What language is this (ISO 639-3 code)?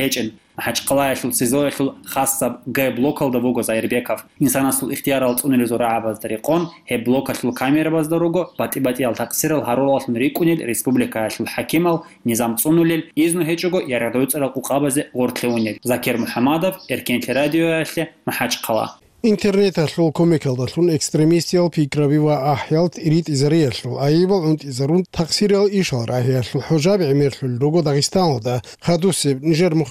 ava